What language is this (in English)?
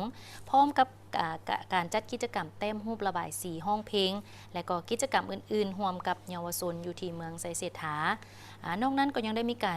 Lao